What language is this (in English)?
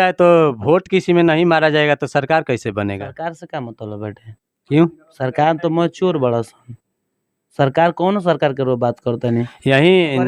Bhojpuri